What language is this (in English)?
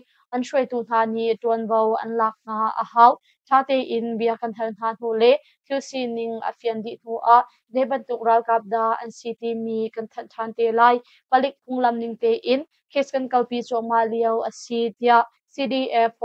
Hakha Chin